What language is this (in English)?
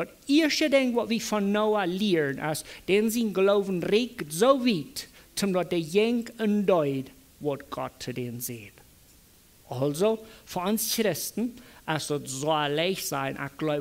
Plautdietsch